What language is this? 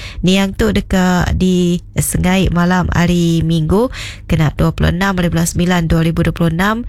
Iban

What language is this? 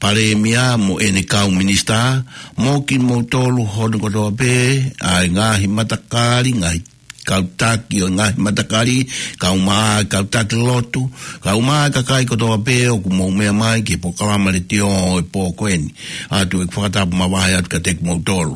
Tongan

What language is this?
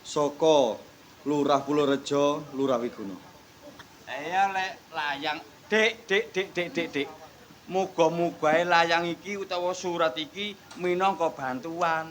Javanese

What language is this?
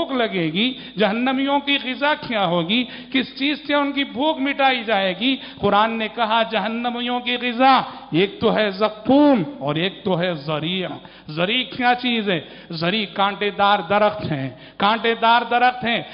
Urdu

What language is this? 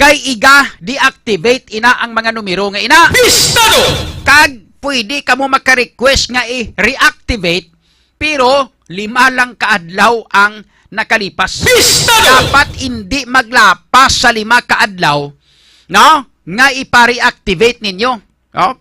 Hiligaynon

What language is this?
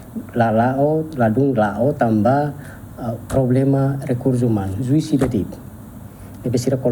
Tetum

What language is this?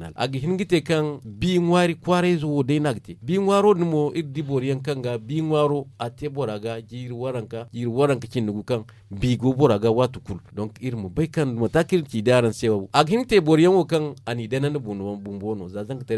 Zarma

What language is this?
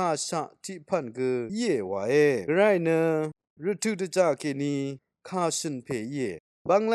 Rawang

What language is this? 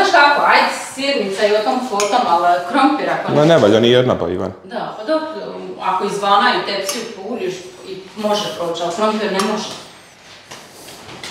Croatian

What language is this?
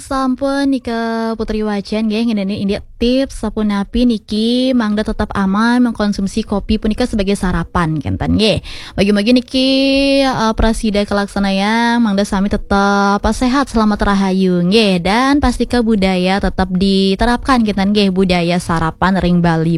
Balinese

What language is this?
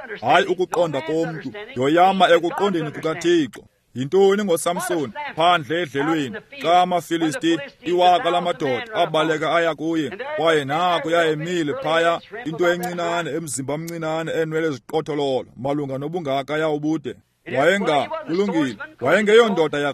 Xhosa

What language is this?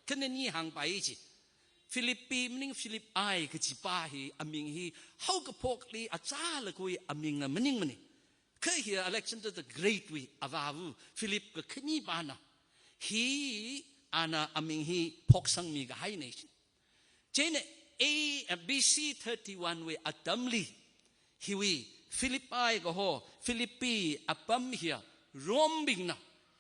Tangkhul Naga (India)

